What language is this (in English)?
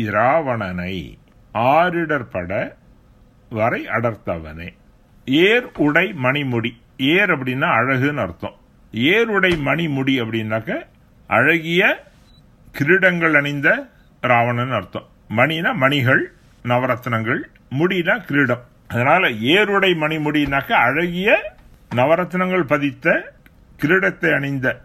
Tamil